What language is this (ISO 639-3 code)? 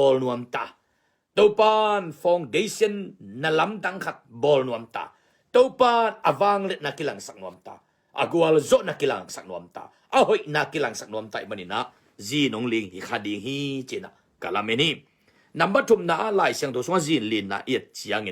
ctd